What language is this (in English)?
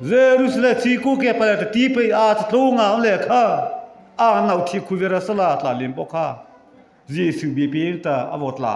Mara Chin